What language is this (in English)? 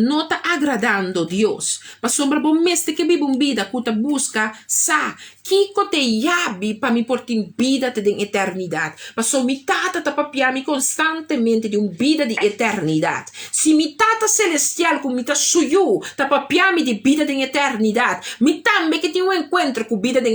Papiamento